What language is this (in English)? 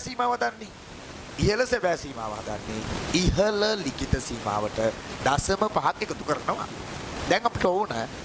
Sinhala